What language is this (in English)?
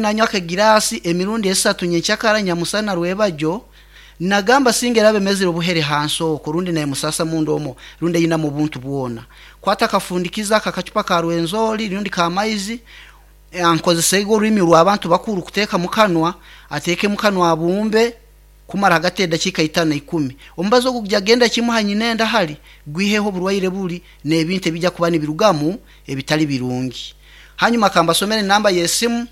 Nyoro